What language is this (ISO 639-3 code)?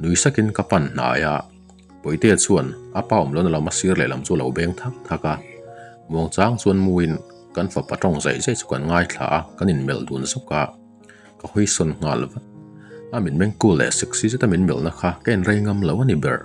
lus